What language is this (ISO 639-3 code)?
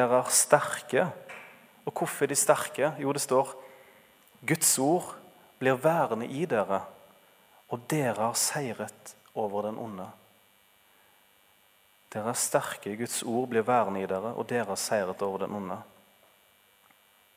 nor